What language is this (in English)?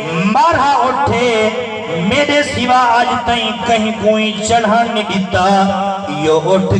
Saraiki